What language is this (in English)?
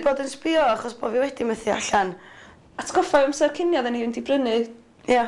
Welsh